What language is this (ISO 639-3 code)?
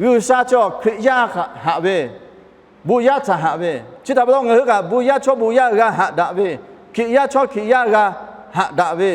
lhu